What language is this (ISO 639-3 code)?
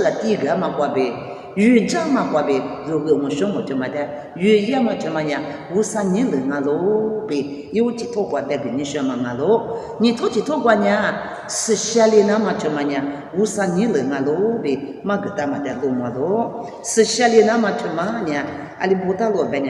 lis